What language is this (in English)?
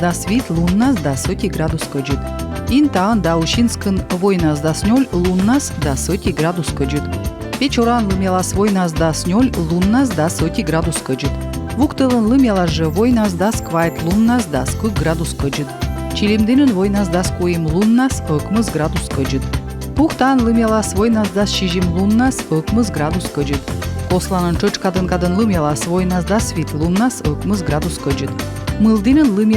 Komi